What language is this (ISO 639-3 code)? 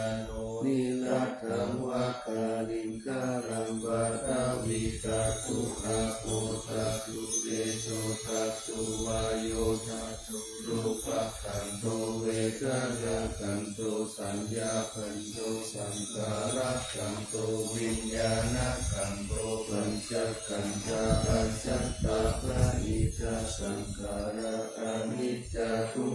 pli